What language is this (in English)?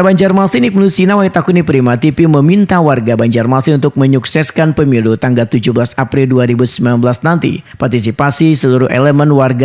Banjar